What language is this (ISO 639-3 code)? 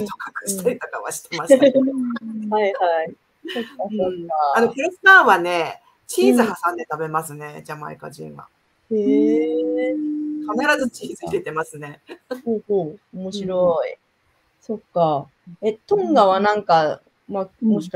jpn